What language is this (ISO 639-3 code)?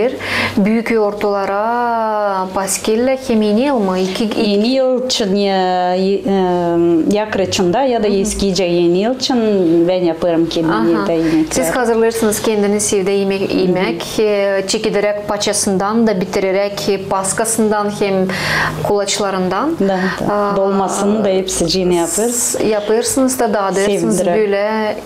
gag